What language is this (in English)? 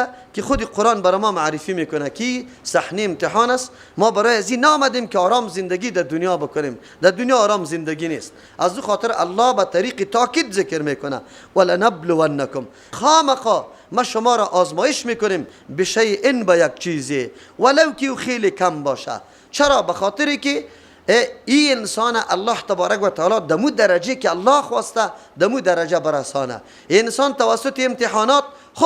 Persian